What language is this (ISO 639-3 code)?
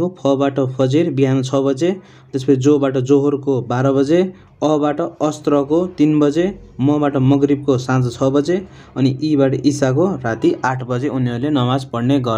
nep